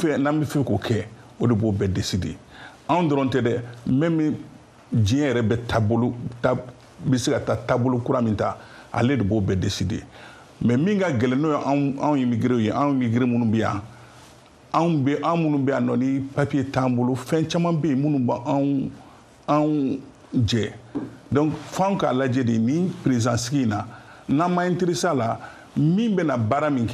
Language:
Bambara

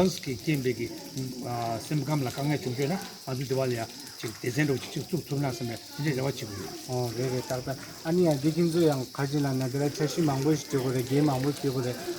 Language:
Tibetan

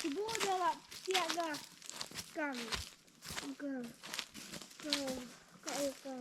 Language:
Khasi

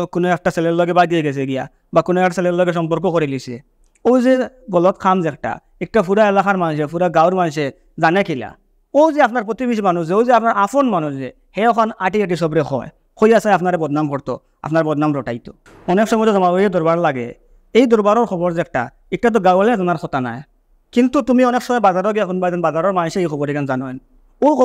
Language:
Sylheti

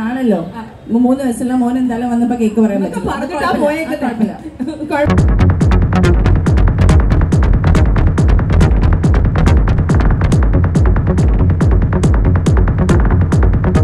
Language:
Malayalam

